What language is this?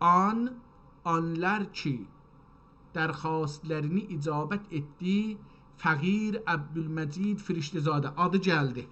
South Azerbaijani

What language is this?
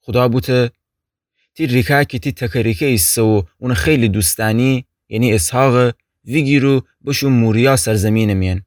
Gilaki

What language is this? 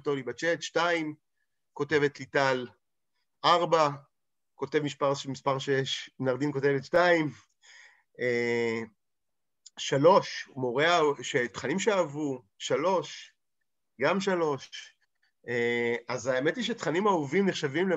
Hebrew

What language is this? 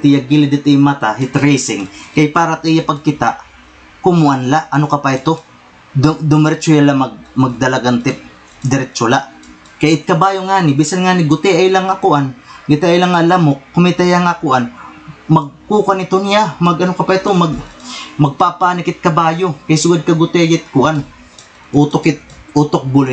Waray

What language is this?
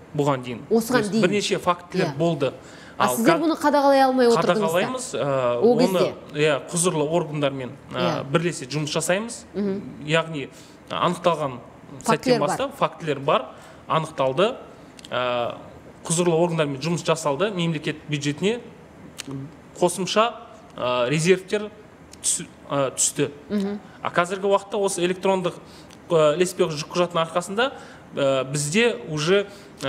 Kazakh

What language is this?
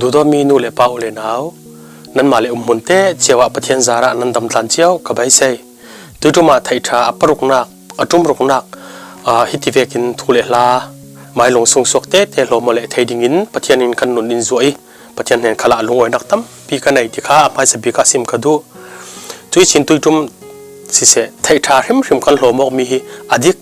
Falam Chin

